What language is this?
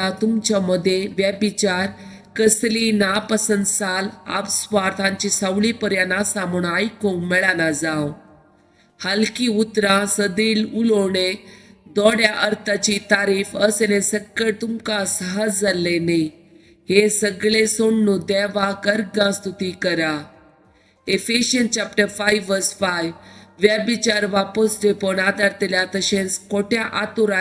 Konkani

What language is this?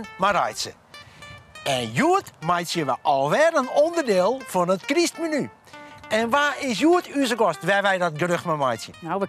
Western Frisian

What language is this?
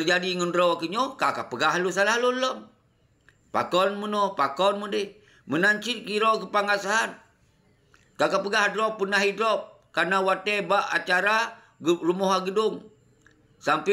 Achinese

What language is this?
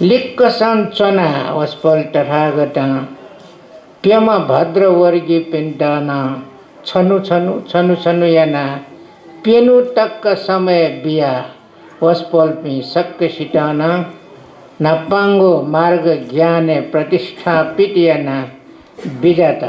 Newari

